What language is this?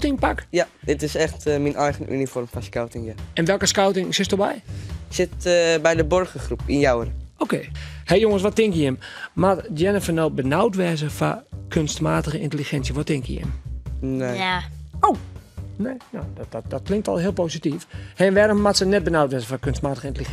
Western Frisian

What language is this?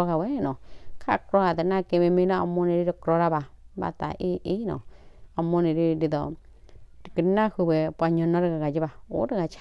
S'gaw Karen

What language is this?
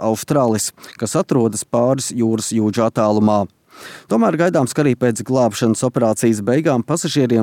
Latvian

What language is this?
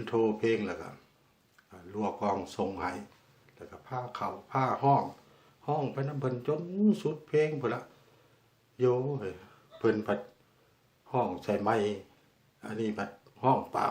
Lao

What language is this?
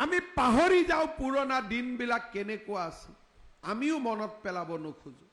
Assamese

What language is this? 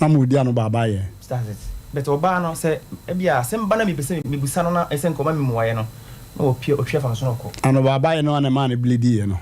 Akan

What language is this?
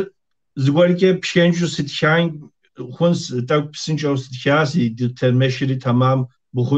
Kabardian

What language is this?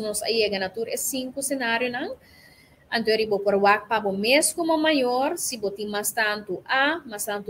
Papiamento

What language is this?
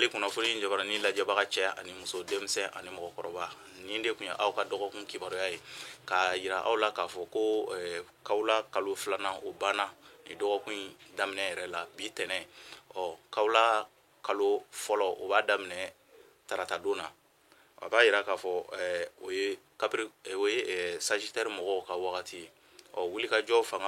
Bambara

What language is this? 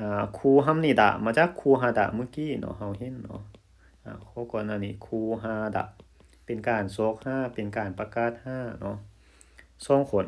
Lao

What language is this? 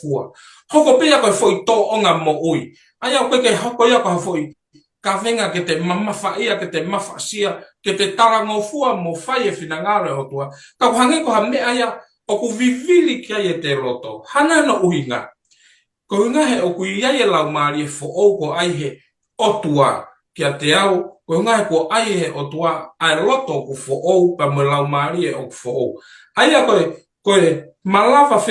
Tongan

